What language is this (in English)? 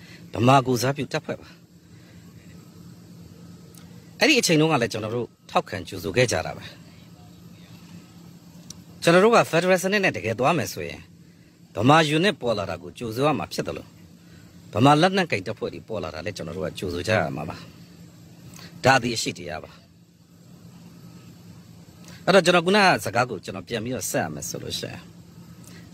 Burmese